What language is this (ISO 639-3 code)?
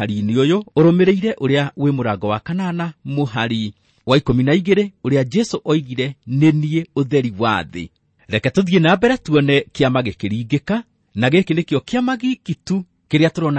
kik